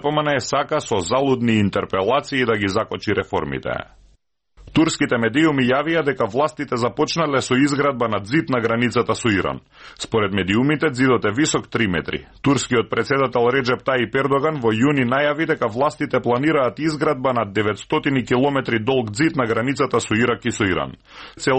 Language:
Macedonian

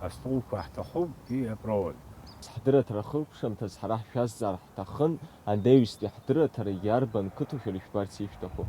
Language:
Abkhazian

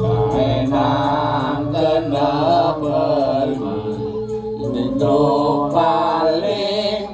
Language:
Balinese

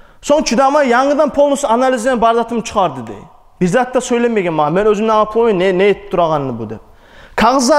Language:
Kumyk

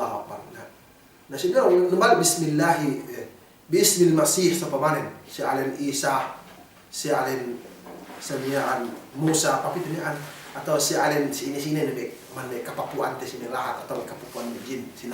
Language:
Yakan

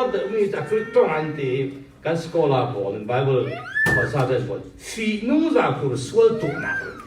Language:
Falam Chin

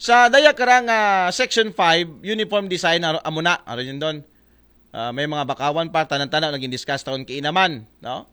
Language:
Aklanon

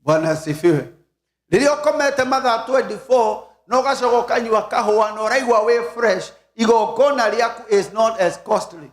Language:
Kikuyu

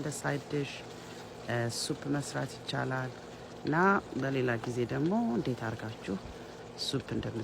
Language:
Amharic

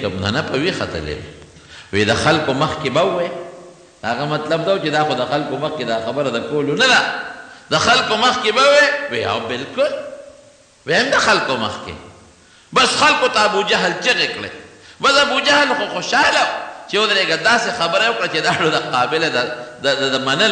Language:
Pashto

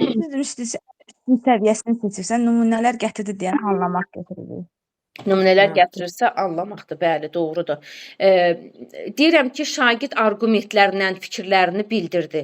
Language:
Azerbaijani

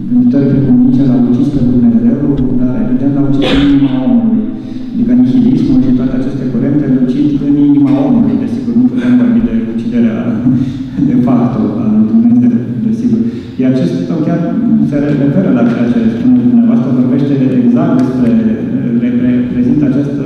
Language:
Romanian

